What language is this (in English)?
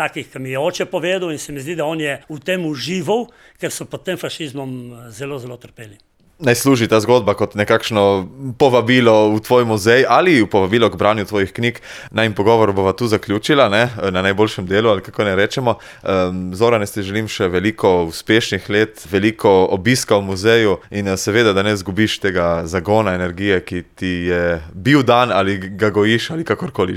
Slovenian